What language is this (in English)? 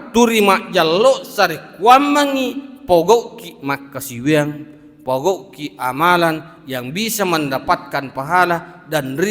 Buginese